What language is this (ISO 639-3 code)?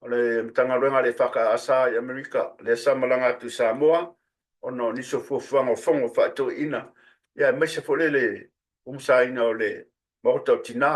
smo